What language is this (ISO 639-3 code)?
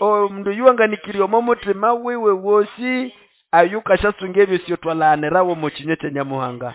nnb